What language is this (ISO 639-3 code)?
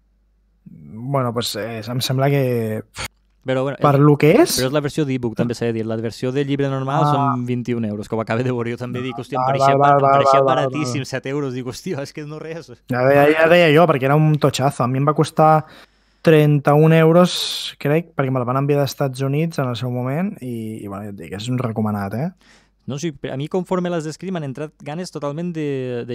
cat